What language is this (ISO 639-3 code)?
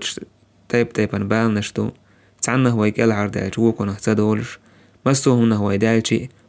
che